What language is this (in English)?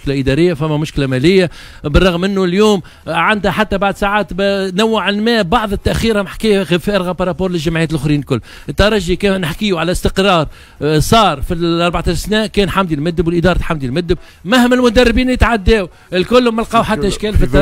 Tunisian Arabic